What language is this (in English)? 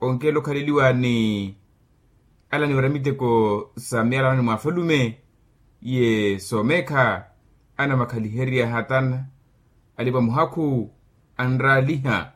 Makhuwa